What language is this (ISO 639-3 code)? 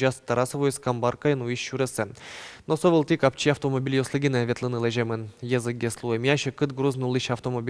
udm